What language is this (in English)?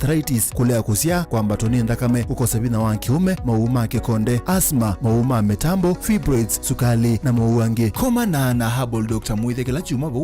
Kamba